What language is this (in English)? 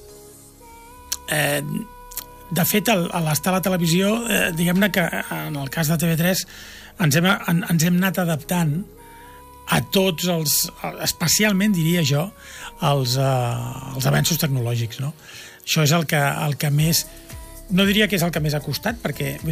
Catalan